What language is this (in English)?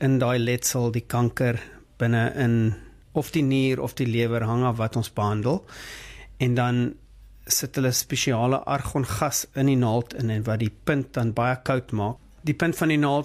Afrikaans